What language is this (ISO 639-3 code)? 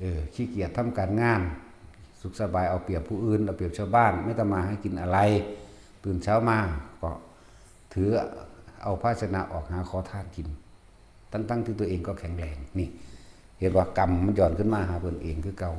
tts